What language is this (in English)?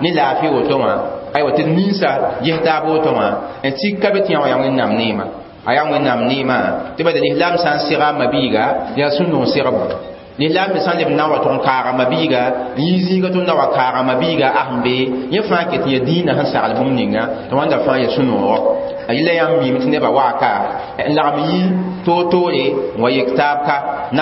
Mossi